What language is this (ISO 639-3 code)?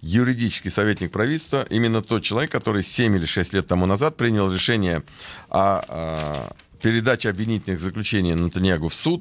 rus